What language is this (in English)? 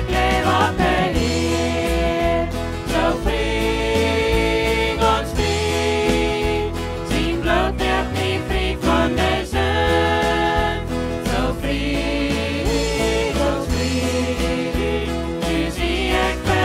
Plautdietsch